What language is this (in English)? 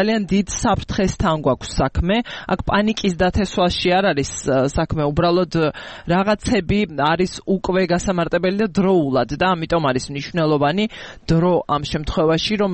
Georgian